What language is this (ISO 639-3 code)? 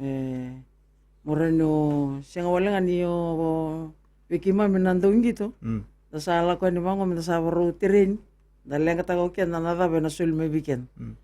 fij